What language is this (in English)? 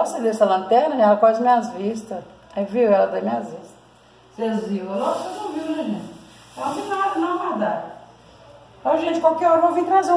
Portuguese